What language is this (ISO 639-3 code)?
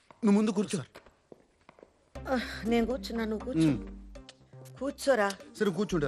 tel